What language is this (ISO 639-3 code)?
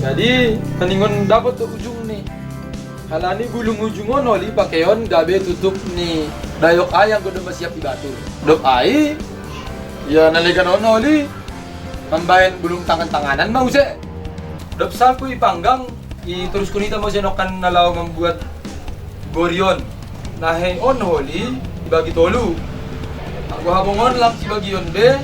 bts